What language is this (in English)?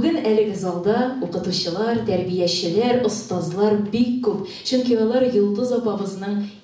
Tatar